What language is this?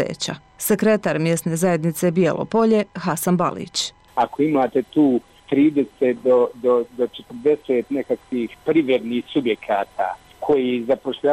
Bosnian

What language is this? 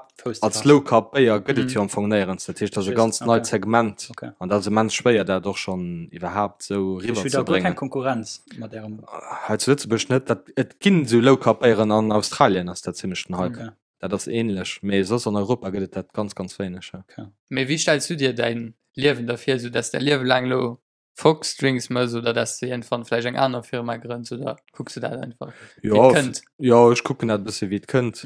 Luxembourgish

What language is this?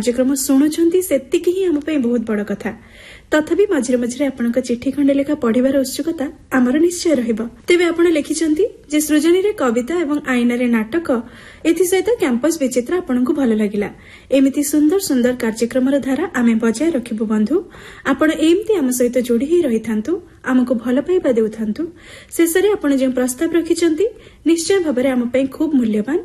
Odia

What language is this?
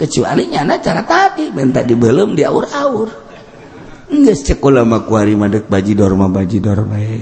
Sundanese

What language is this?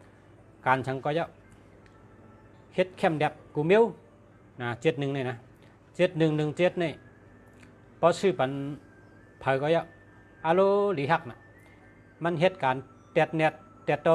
Shan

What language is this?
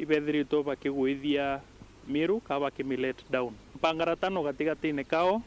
Meru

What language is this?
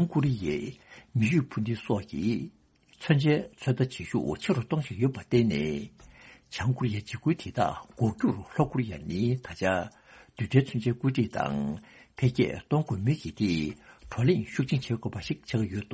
Tibetan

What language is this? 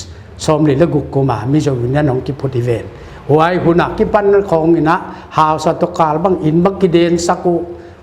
Paite Chin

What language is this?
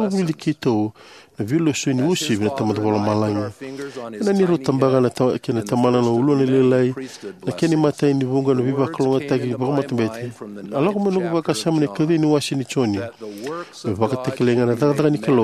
Fijian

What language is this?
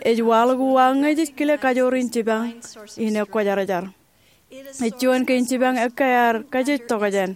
Marshallese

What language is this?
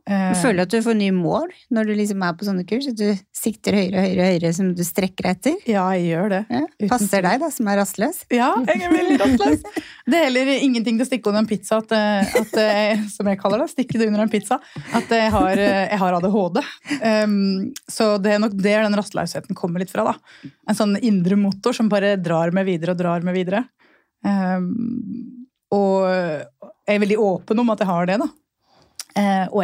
Norwegian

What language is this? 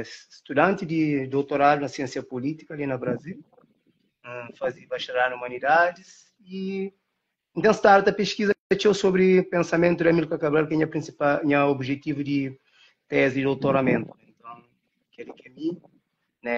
Kabuverdianu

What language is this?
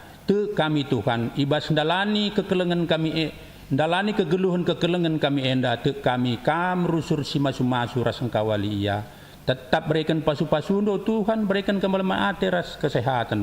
Batak Karo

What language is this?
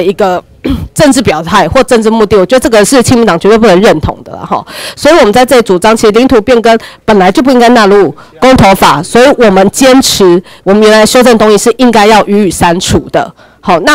Chinese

